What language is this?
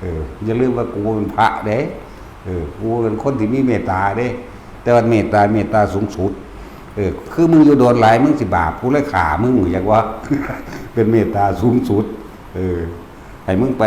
Northeastern Thai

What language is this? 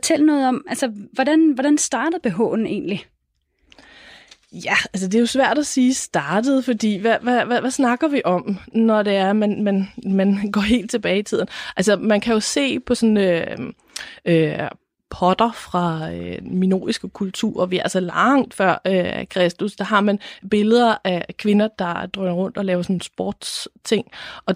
Danish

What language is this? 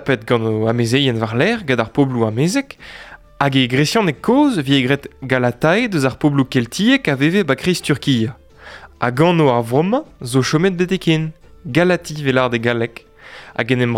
Breton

